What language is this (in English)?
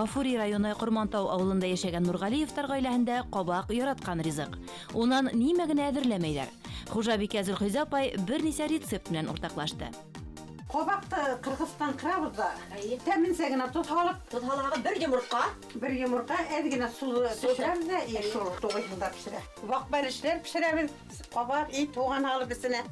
Bashkir